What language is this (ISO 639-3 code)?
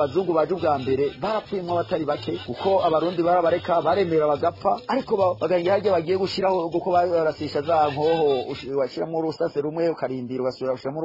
run